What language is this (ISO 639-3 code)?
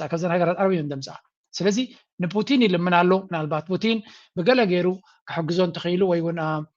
tir